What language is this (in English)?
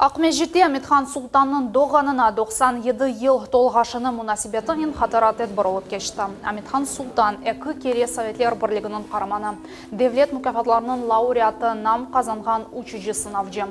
Crimean Tatar